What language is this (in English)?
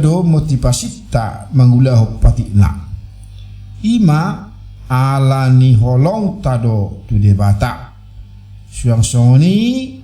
Batak Toba